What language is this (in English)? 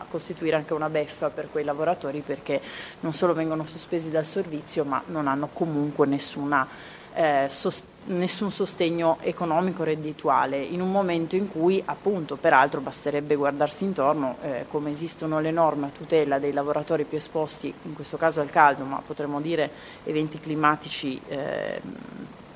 Italian